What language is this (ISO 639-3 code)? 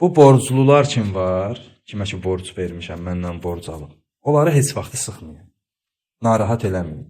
aze